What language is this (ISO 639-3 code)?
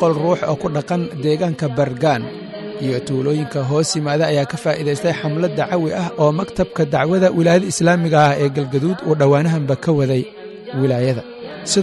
som